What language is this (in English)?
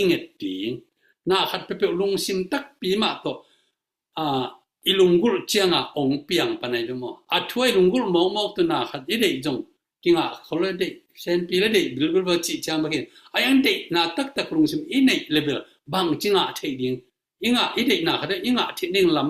Tedim Chin